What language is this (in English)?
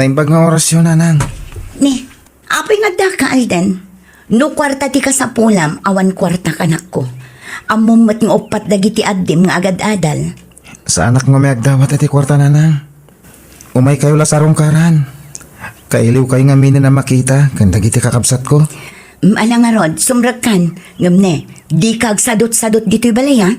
Iloko